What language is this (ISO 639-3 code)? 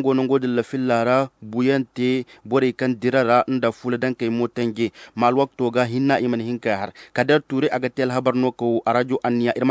dje